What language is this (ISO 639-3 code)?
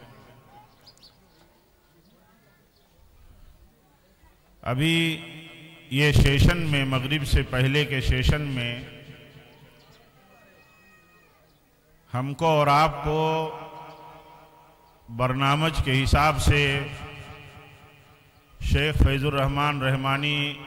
urd